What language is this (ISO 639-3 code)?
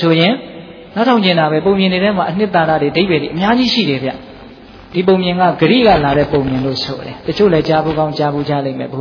mya